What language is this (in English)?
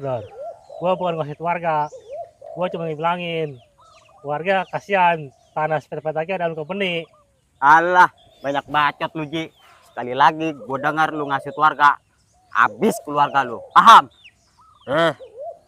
Betawi